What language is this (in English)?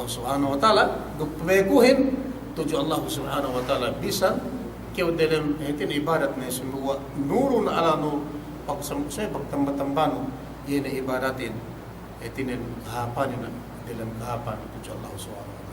Yakan